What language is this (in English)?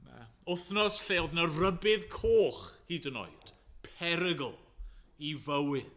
Welsh